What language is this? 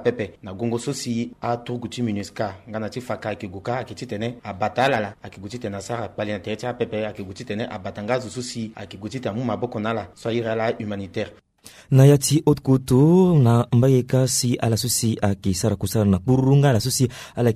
Sango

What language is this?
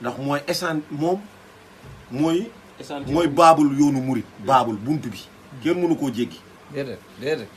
Wolof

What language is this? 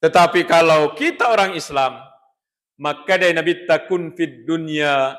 Buginese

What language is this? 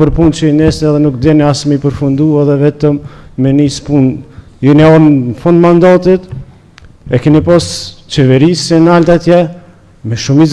Albanian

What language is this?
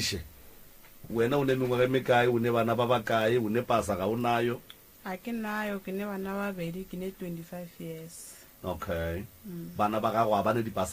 Northern Sotho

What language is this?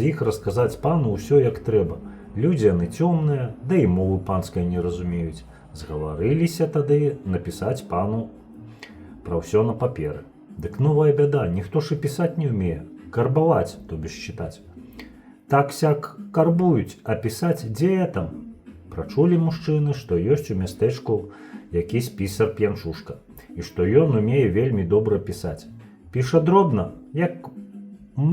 Belarusian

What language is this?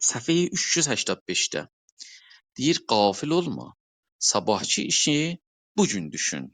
South Azerbaijani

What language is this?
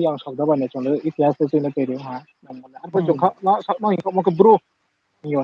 Riang (India)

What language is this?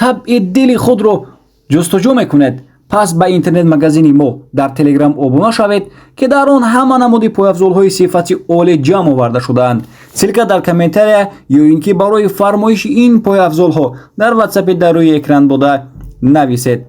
Tajik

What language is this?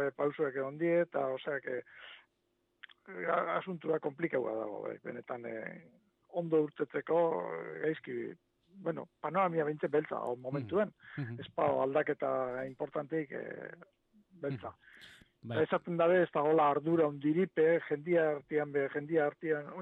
Basque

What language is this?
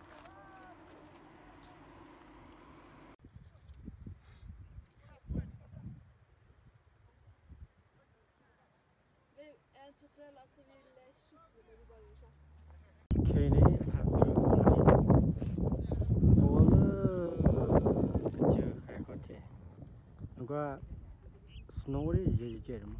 Malay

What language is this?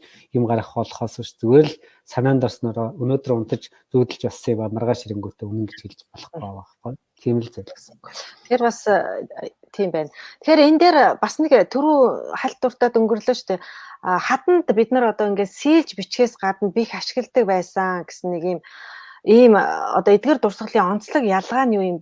Mongolian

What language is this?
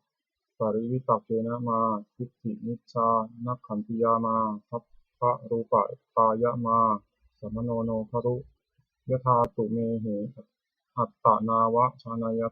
Pali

